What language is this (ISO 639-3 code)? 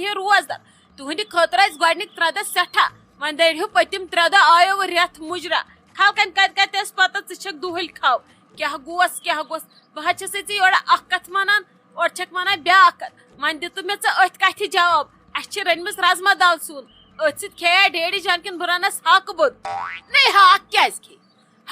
kas